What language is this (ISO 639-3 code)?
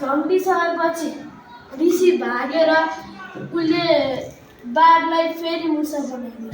nep